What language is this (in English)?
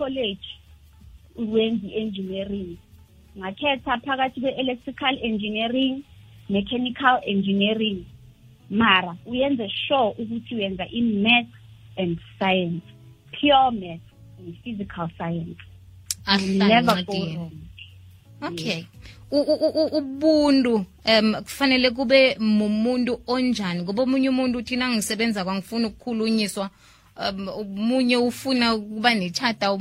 South Ndebele